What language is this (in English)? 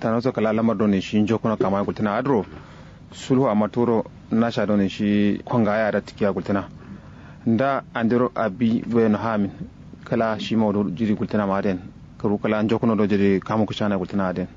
Kanuri